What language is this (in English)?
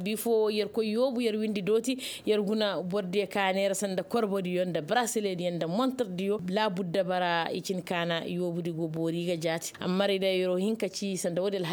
Koyraboro Senni